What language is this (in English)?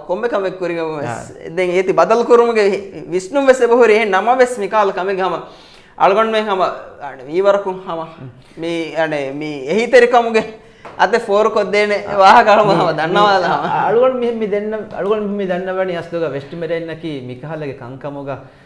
Divehi